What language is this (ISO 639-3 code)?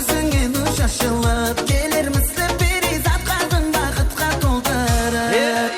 kaa